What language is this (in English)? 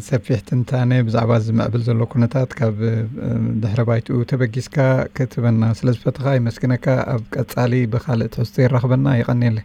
Tigrinya